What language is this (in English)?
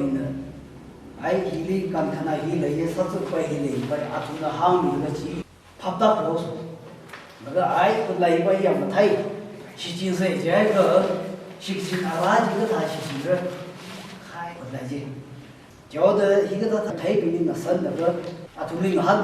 Tangkhul Naga (India)